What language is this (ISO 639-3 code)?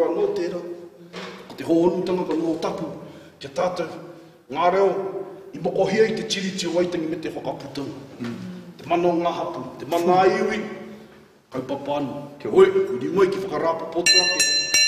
mri